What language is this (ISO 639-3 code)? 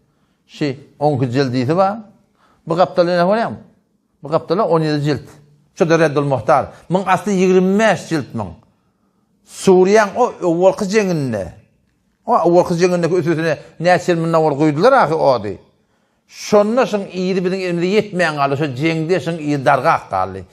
tuk